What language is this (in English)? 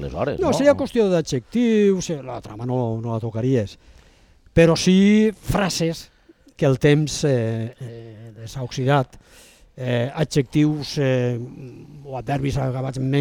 Catalan